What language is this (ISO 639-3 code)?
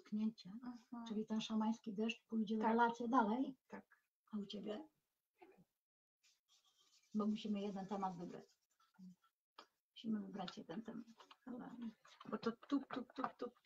pol